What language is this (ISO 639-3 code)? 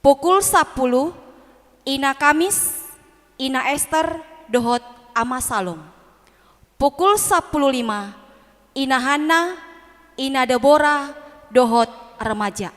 bbc